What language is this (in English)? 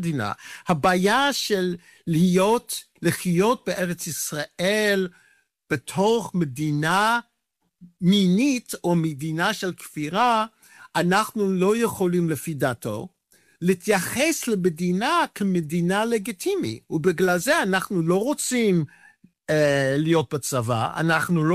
Hebrew